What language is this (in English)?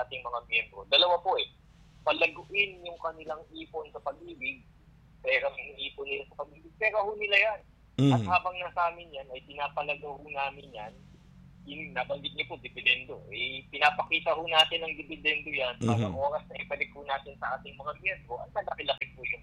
Filipino